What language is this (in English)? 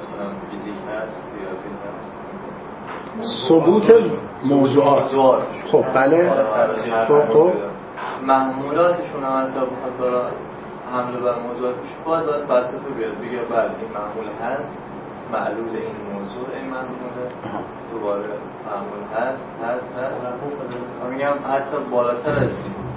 Persian